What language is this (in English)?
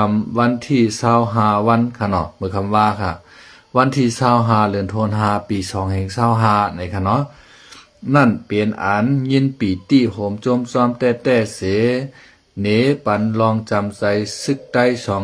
Shan